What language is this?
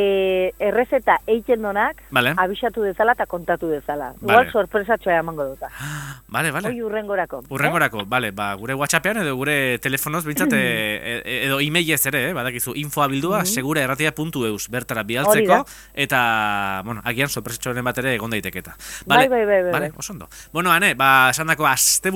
Basque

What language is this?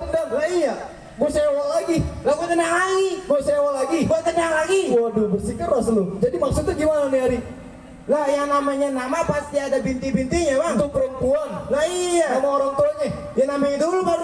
Betawi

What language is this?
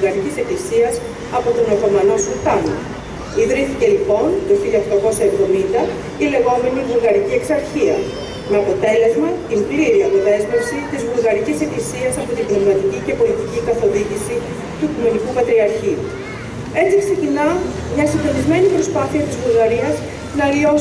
Greek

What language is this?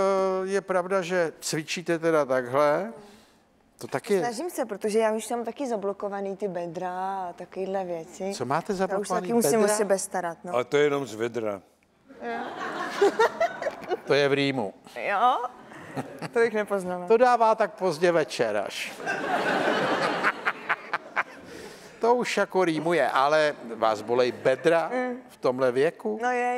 Czech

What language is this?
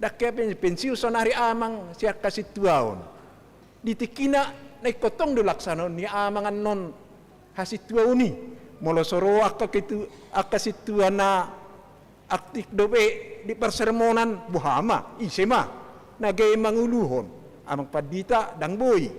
Batak Toba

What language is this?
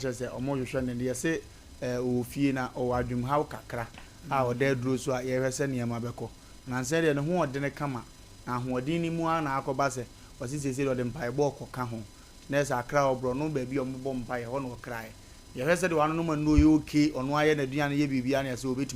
Akan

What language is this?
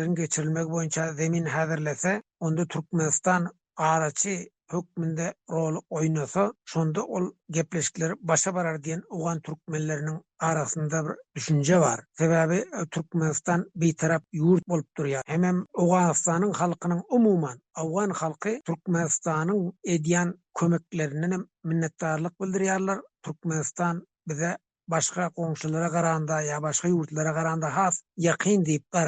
Turkmen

